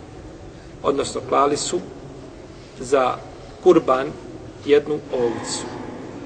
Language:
Bosnian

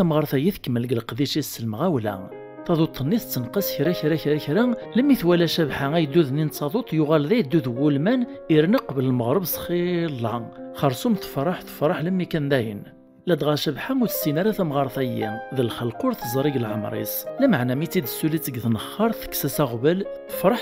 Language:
Kabyle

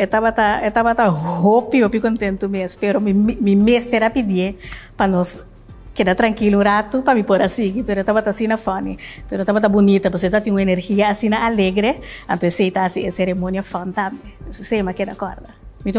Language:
Papiamento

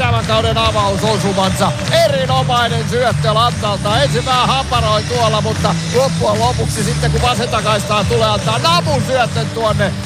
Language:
Finnish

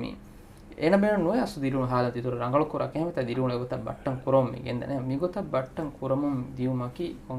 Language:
Divehi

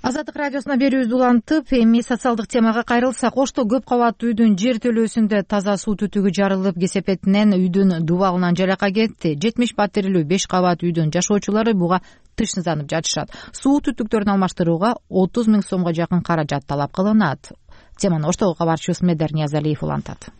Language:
Kyrgyz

